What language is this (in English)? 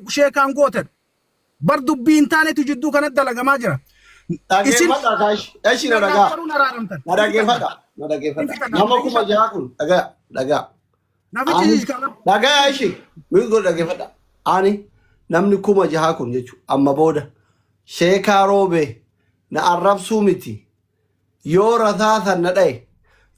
Oromo